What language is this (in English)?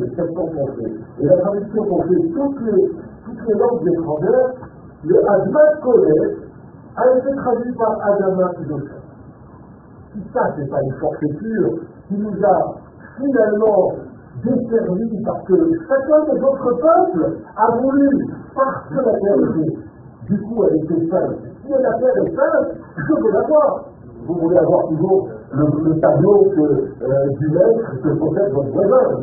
French